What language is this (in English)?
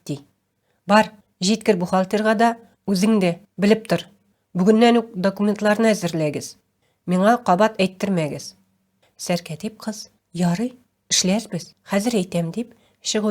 Tatar